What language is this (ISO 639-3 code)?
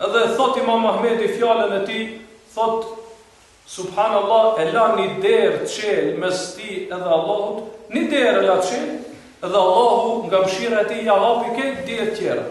sqi